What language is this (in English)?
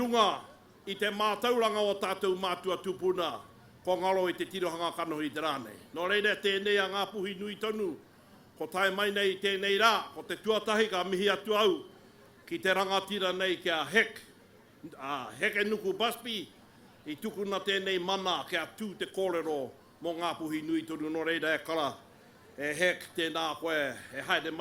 Māori